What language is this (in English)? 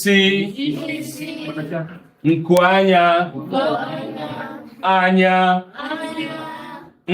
Igbo